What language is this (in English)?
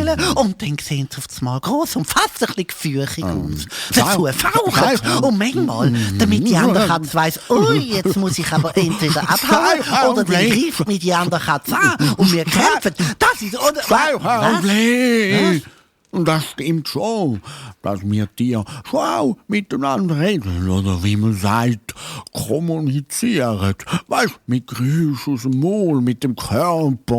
Swiss German